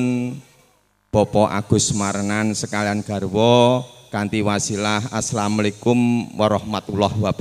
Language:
Javanese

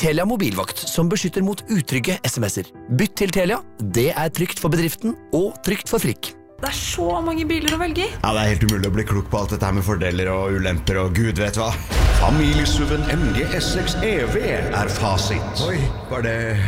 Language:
Norwegian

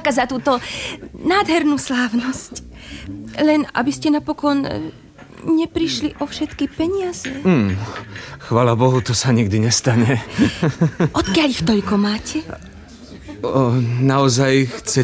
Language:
Slovak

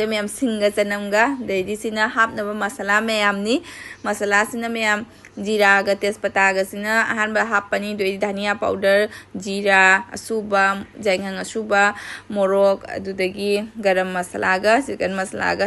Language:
Manipuri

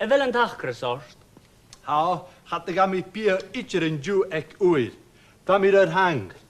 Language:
Scottish Gaelic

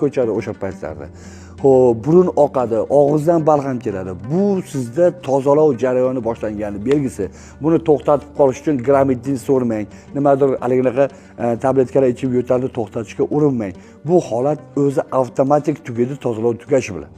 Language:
Uzbek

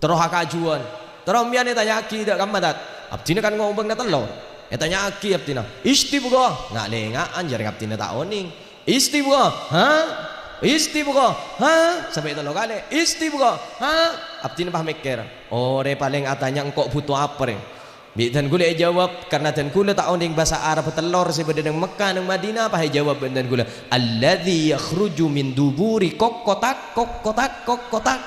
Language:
Madurese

